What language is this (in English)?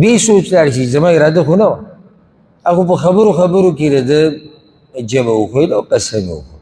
Pashto